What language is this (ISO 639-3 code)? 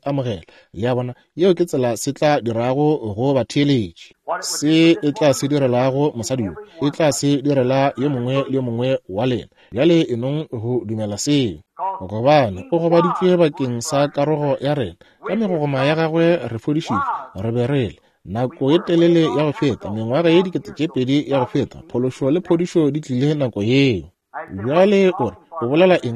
nso